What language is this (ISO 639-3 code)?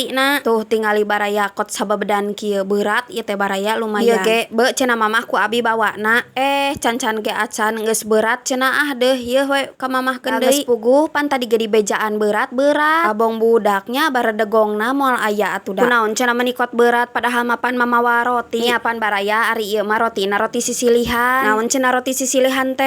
sun